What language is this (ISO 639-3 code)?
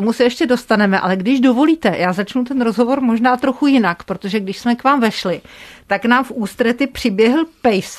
ces